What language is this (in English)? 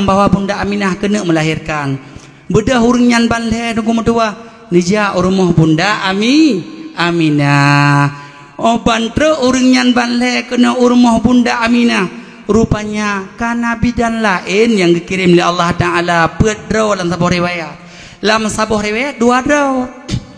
Achinese